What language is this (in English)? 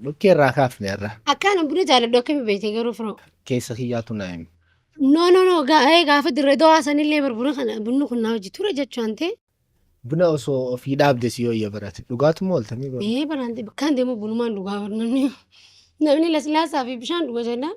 Oromo